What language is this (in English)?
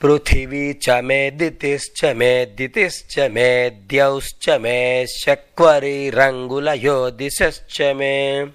Sanskrit